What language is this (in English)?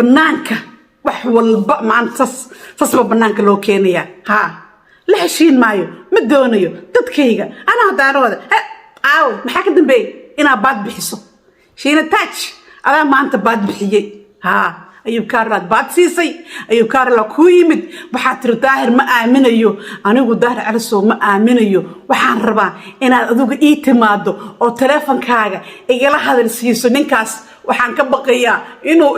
Somali